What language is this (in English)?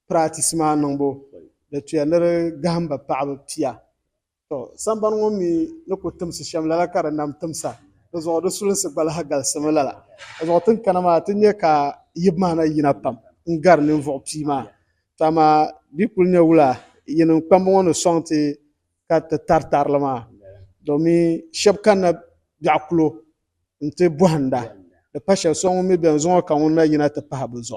Dagbani